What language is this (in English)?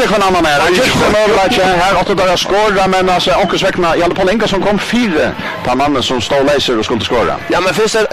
Faroese